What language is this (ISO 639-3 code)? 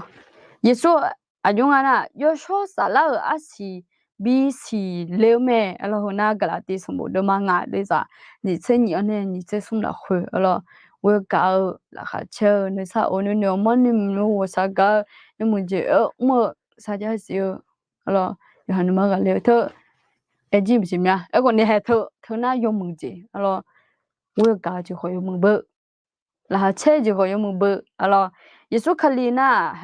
ahk